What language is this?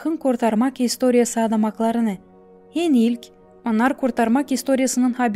Gagauz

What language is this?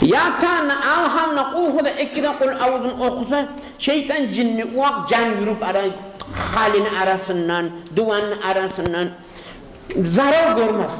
Kumyk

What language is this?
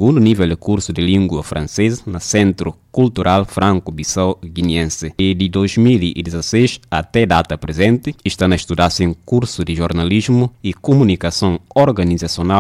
Upper Guinea Crioulo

